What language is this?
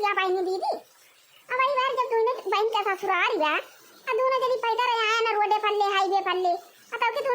Awadhi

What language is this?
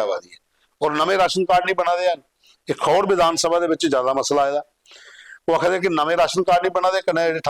Dogri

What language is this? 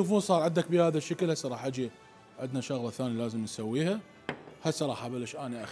Mesopotamian Arabic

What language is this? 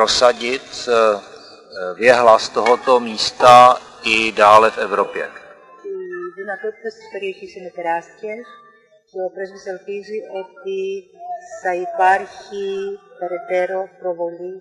Greek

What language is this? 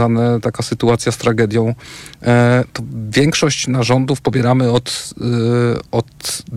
Polish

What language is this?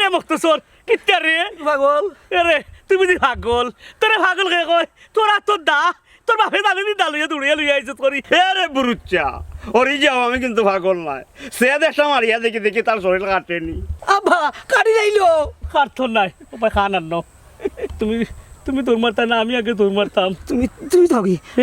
Sylheti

